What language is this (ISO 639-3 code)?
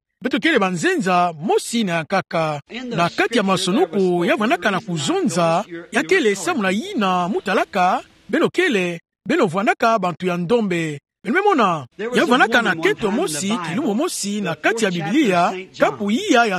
ktu